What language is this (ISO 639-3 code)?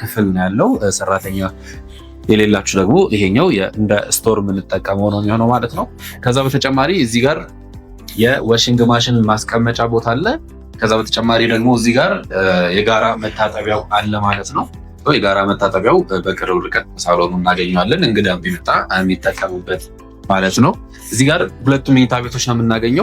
amh